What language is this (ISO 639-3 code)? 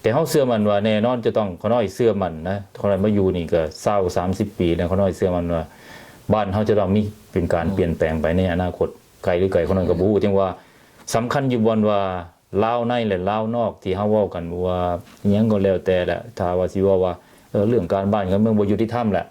lao